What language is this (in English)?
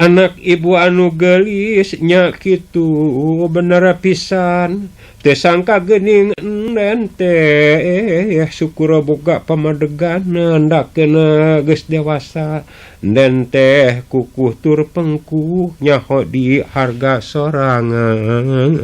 Sundanese